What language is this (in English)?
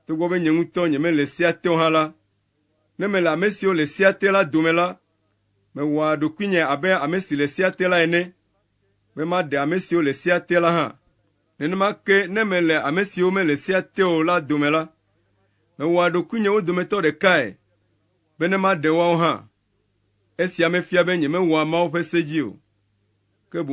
Ewe